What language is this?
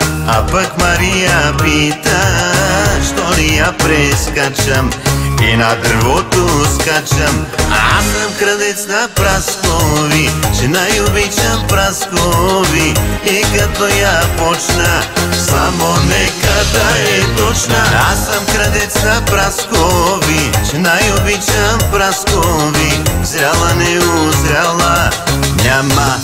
Bulgarian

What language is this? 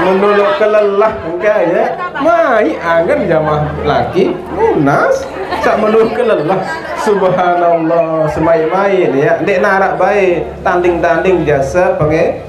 Sasak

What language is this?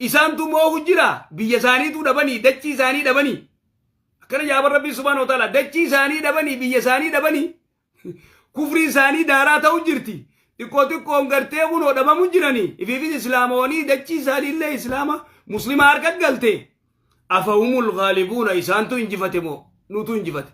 Oromo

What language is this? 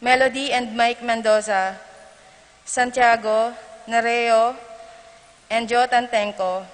Pampanga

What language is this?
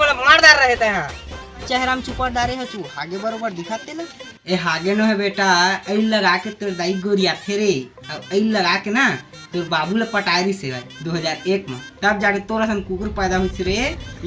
Chhattisgarhi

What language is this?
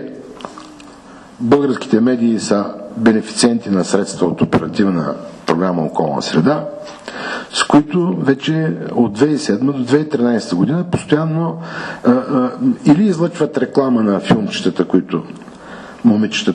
Bulgarian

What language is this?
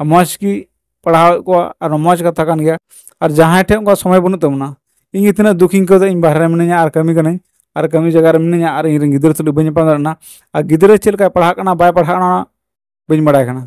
Santali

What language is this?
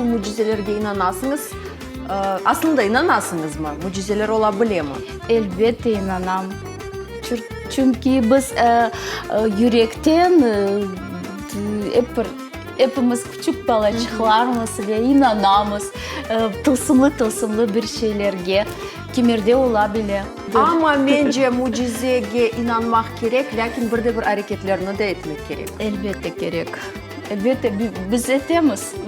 Crimean Tatar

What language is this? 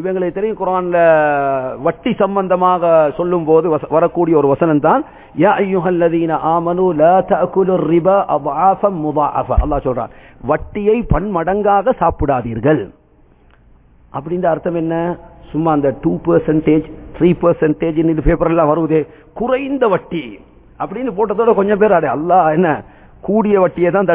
Tamil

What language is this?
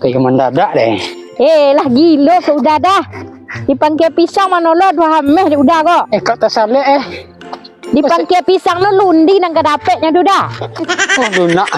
Minangkabau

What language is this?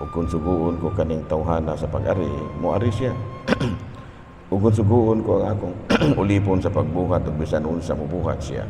Cebuano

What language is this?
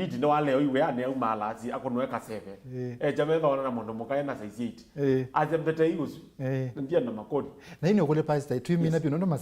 Kamba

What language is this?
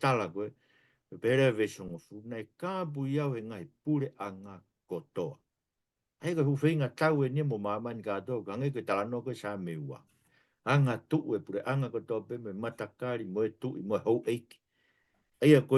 Tongan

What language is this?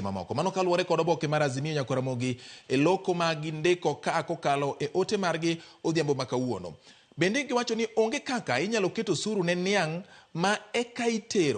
Luo (Kenya and Tanzania)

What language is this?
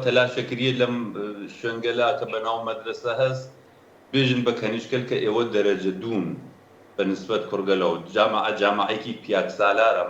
Central Kurdish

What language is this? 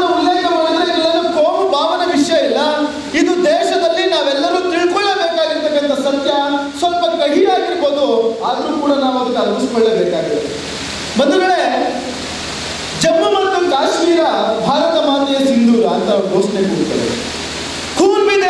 Kannada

